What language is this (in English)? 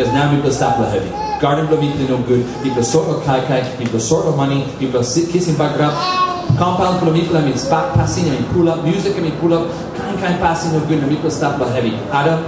Tok Pisin